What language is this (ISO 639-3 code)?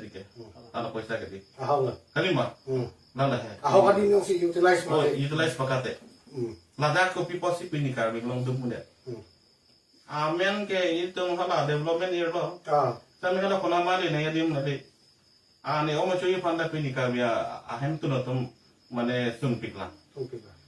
mjw